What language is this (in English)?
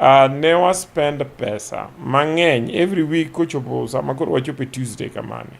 Luo (Kenya and Tanzania)